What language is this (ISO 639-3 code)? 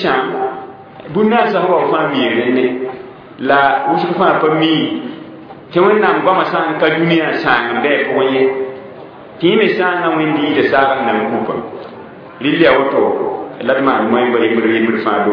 mos